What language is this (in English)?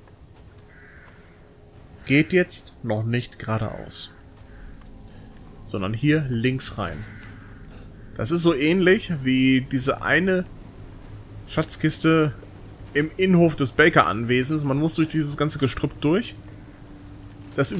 German